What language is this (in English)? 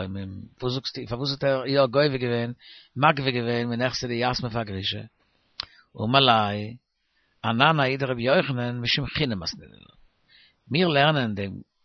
Yiddish